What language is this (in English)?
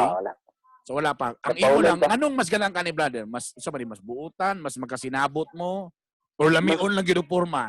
Cebuano